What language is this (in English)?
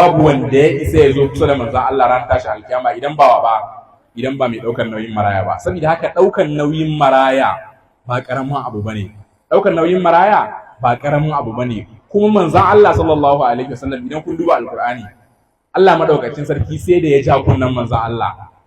Hausa